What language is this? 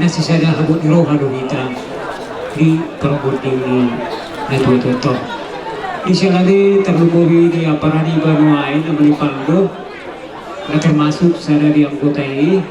Batak Toba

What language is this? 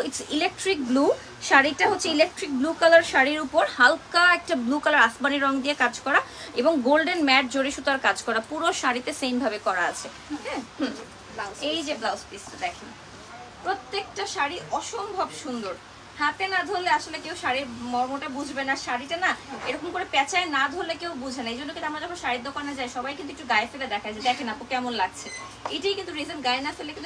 Bangla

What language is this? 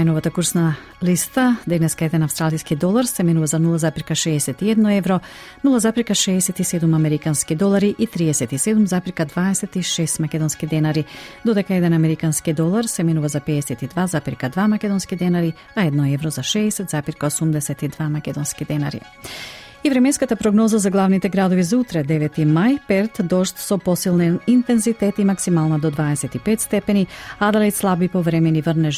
Macedonian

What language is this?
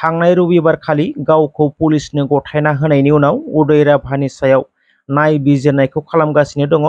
Bodo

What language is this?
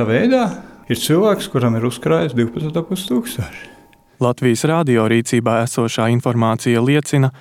Latvian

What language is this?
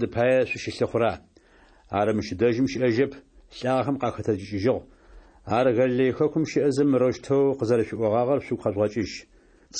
Adyghe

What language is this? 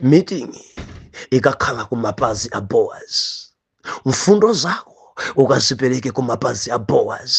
Nyanja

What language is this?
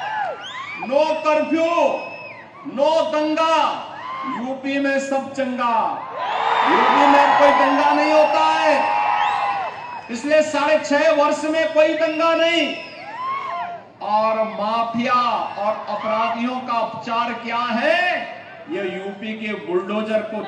Hindi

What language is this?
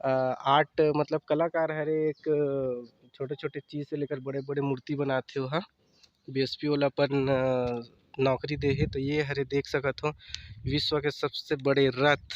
Chhattisgarhi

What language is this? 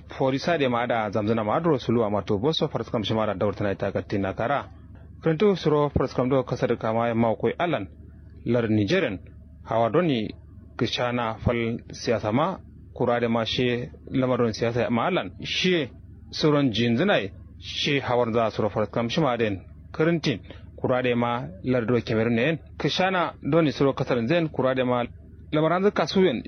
Kanuri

